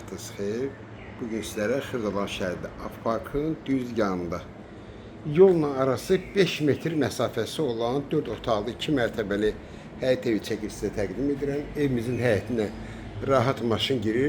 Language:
Azerbaijani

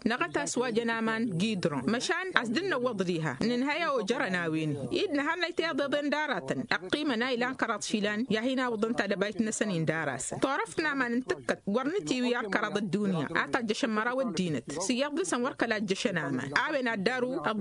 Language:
Tamasheq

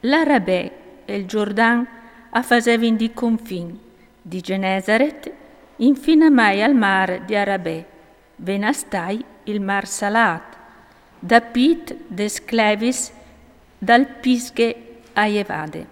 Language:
Friulian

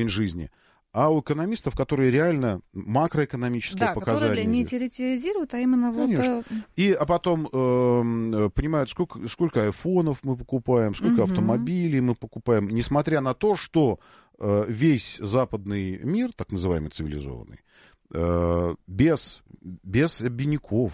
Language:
Russian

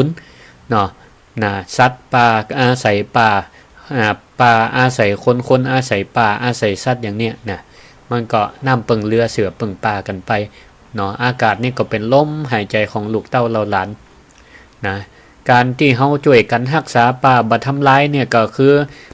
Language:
Northern Thai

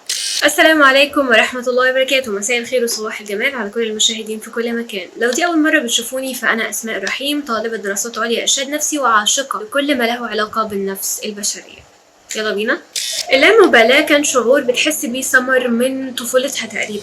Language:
Egyptian Arabic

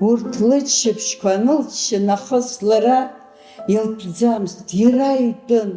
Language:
Abkhazian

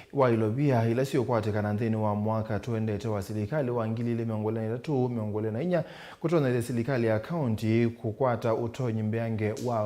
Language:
Kamba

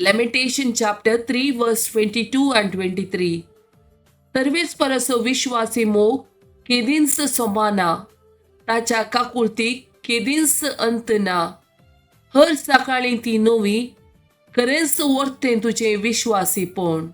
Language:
Konkani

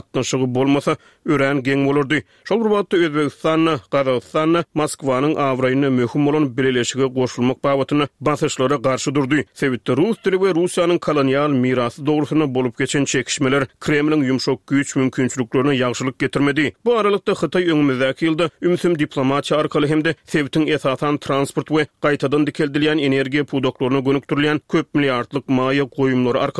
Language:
Turkmen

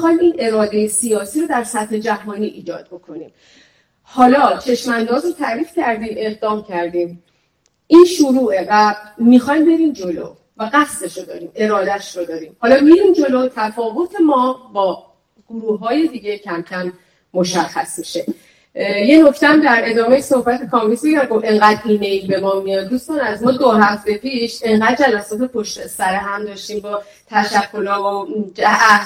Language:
Persian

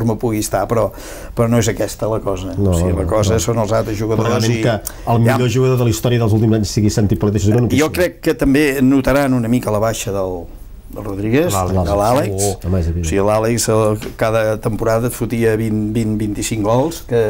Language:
Catalan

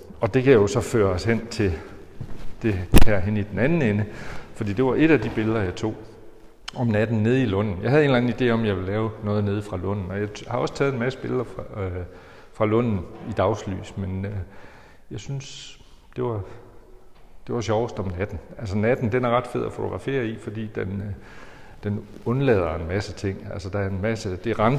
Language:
Danish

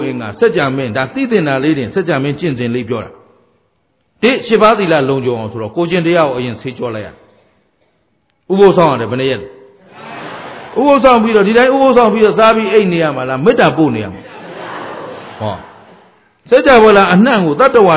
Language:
Burmese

